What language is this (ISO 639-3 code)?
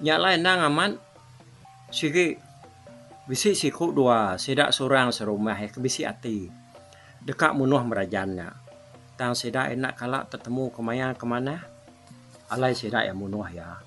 iba